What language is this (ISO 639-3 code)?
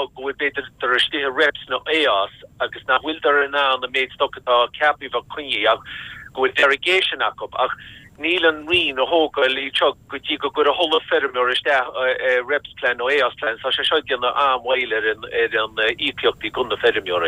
gle